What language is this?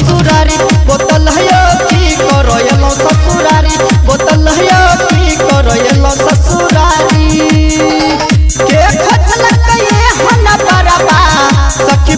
Bhojpuri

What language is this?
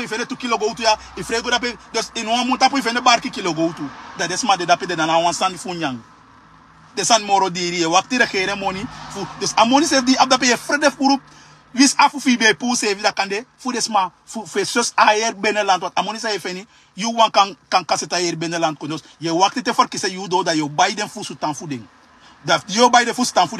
Sranan Tongo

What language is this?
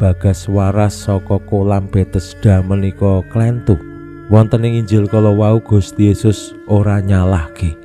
Javanese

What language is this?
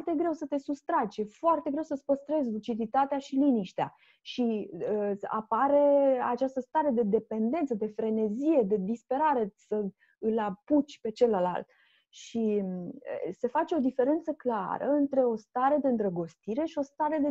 Romanian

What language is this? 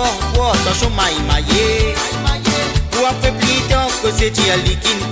Morisyen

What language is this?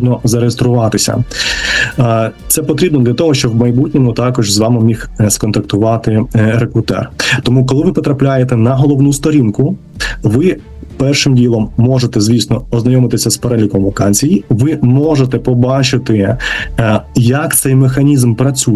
Ukrainian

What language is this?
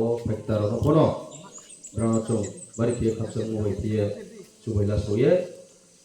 Kok Borok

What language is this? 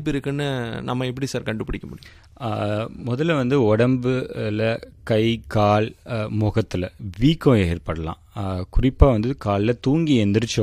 Tamil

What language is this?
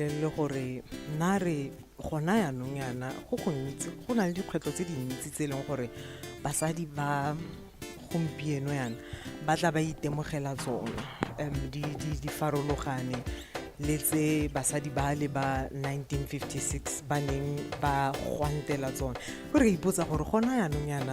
Tswana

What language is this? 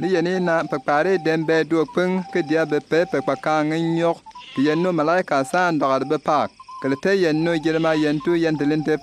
Bimoba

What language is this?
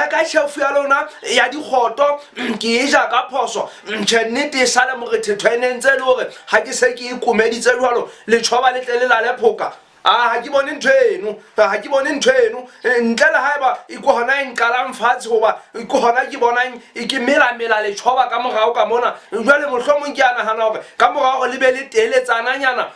Southern Sotho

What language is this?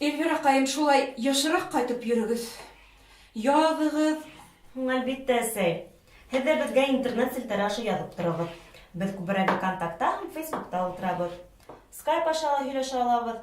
Bashkir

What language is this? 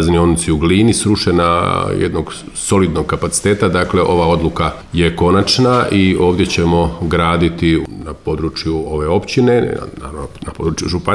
Croatian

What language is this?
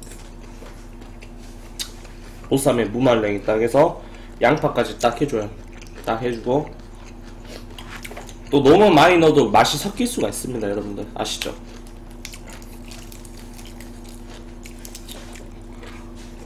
Korean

